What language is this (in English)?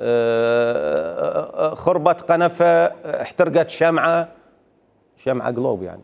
Mesopotamian Arabic